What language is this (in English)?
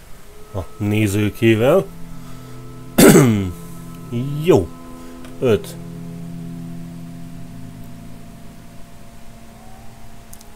Hungarian